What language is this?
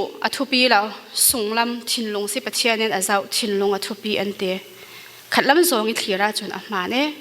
Falam Chin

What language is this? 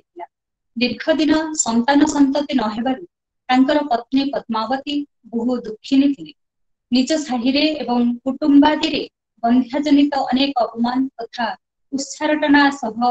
Odia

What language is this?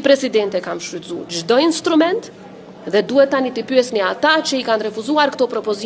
Albanian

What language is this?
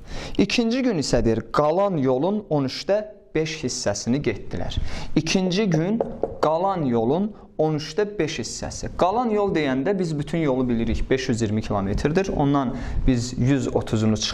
Azerbaijani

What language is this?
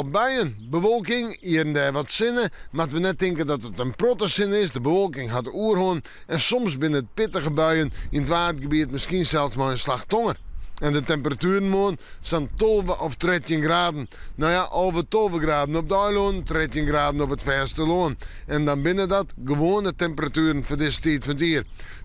Western Frisian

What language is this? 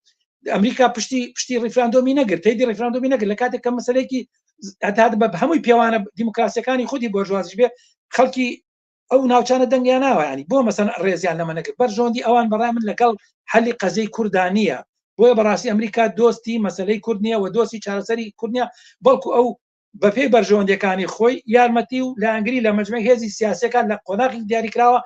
Central Kurdish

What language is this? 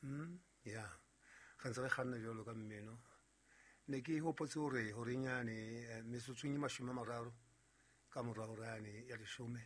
Southern Sotho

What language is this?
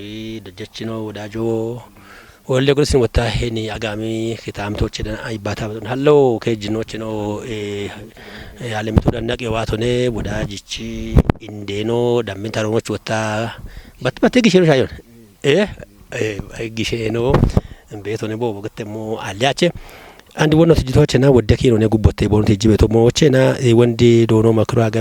Kafa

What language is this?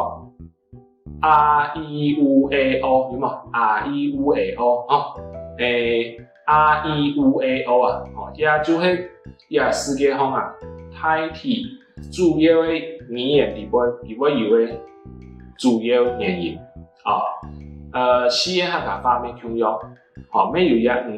Hakka Chinese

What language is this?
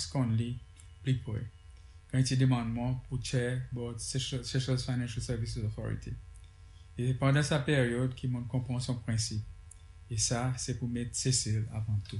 Seselwa Creole French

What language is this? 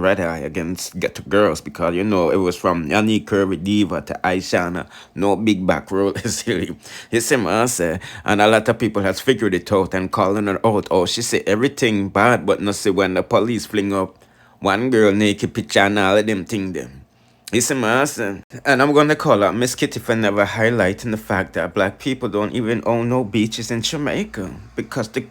Jamaican Creole English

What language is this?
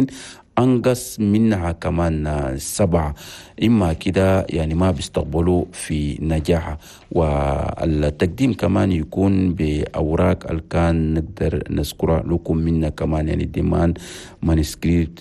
Chadian Arabic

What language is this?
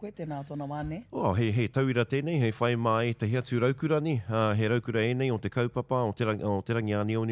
Māori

